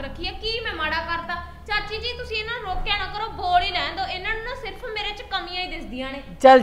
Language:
Punjabi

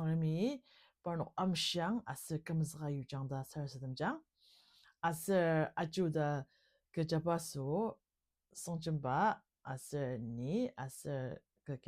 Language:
Ao Naga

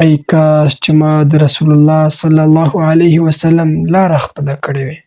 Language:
Pashto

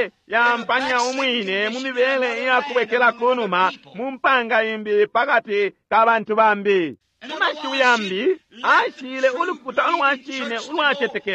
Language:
Bemba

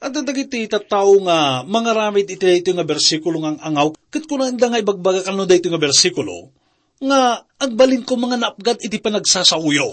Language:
Iloko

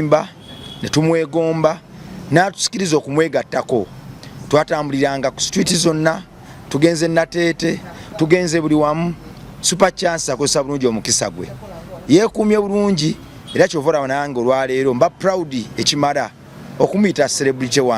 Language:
Ganda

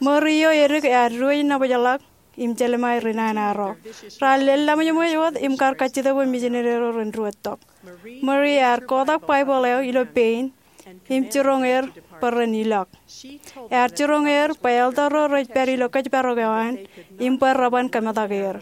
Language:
Marshallese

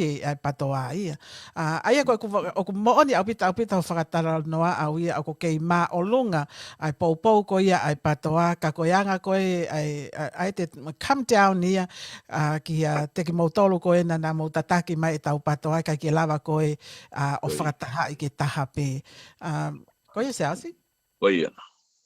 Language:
Tongan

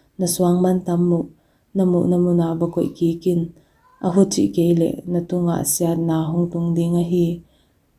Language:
Paite Chin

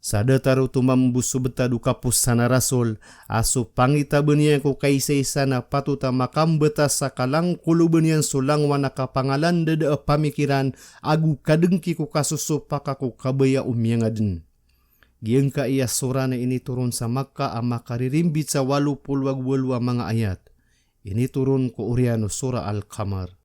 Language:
Maranao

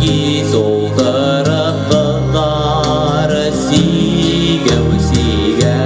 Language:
Bashkir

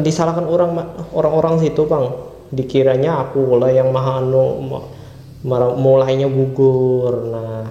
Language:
Banjar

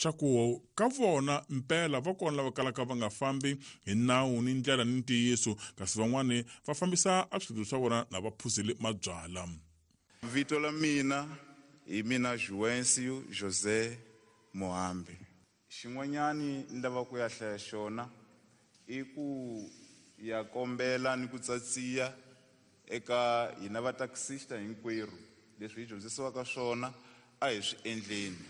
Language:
Tsonga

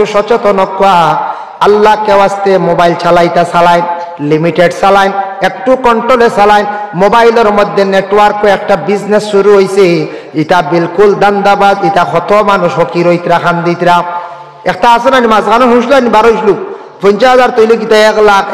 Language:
Sylheti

